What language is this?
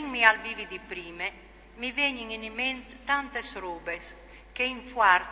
Friulian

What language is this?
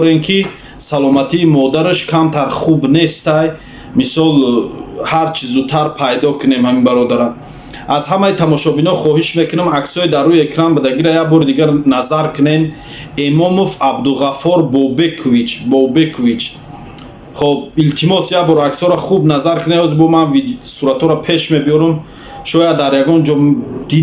Tajik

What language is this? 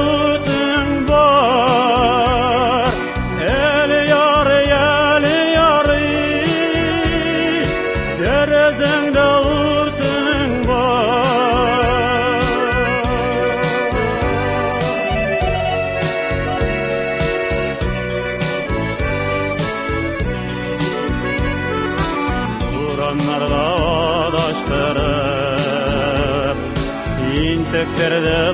Tatar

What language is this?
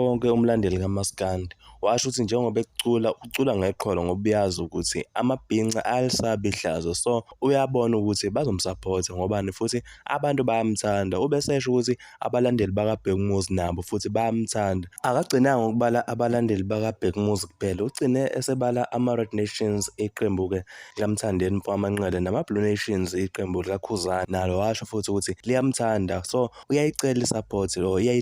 Zulu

